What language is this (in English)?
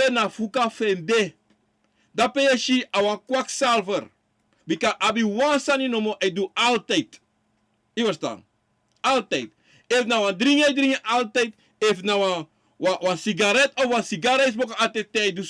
Sranan Tongo